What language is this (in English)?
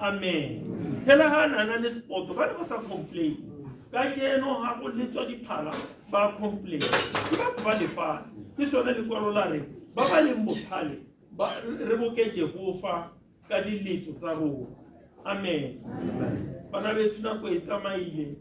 Tswana